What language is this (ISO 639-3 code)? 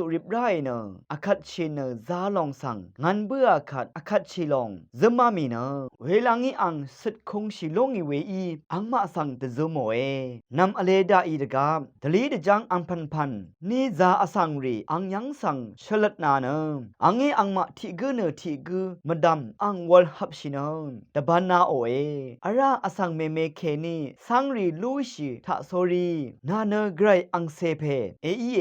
raw